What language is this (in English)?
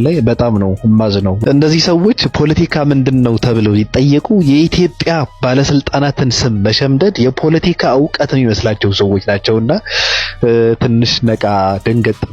Amharic